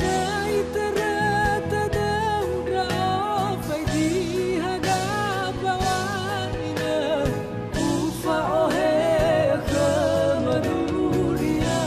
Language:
Nias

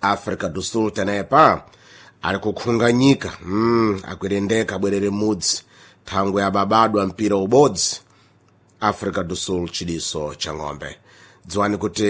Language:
Sena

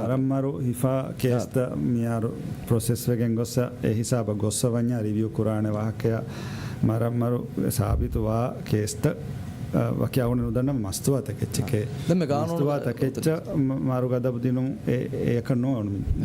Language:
Divehi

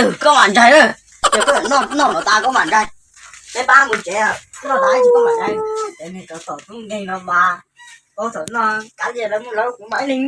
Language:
Hmong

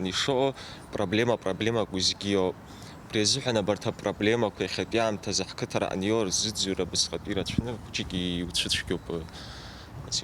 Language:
Abkhazian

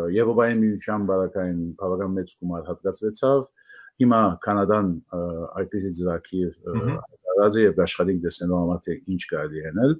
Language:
Western Armenian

